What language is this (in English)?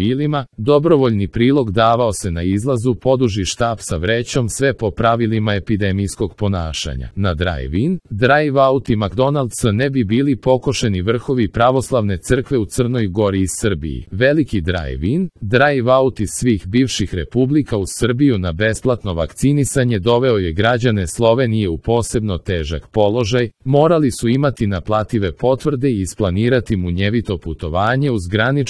Serbian